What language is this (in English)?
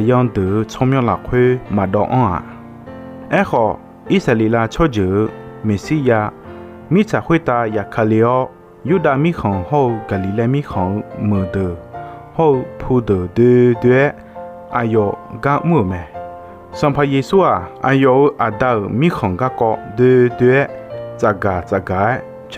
Akha